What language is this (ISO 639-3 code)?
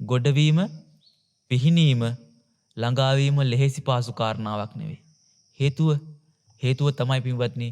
sin